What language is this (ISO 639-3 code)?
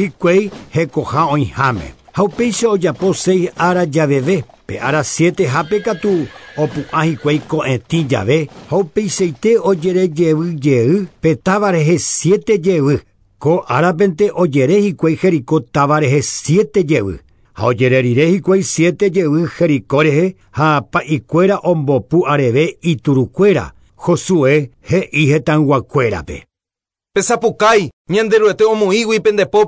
grn